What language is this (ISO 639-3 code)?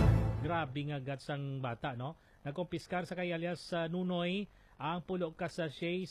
hil